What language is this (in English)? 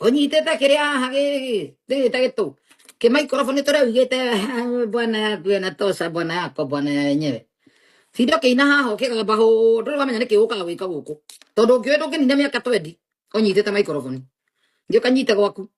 Kikuyu